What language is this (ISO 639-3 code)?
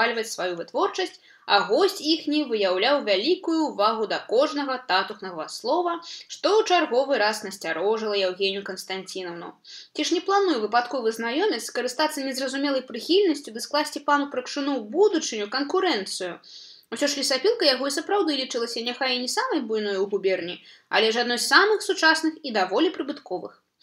bel